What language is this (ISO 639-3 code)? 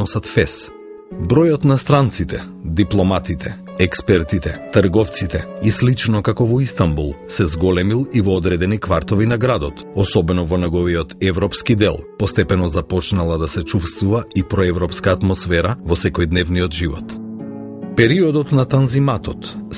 mkd